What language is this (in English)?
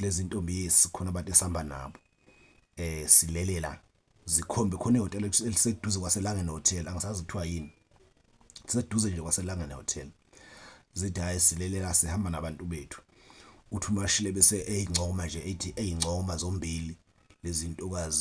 Zulu